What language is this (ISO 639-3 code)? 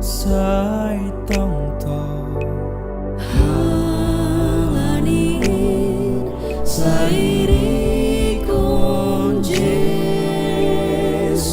bts